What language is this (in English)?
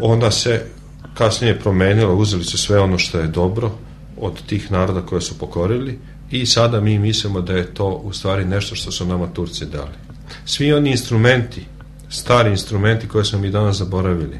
Serbian